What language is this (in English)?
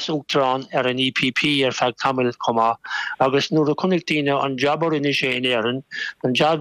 Irish